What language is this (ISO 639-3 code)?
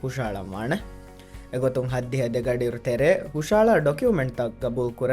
div